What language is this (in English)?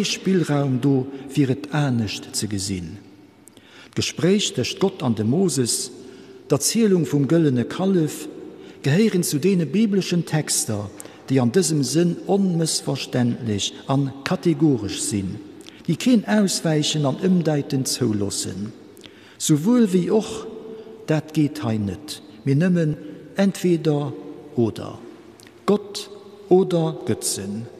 Luxembourgish